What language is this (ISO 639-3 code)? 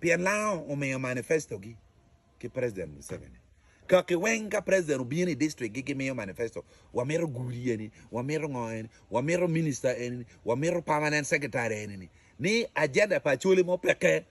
ach